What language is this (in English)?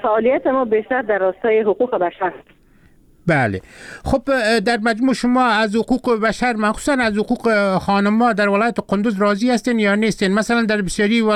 Persian